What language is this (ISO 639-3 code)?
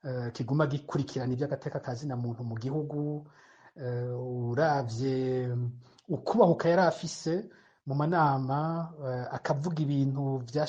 run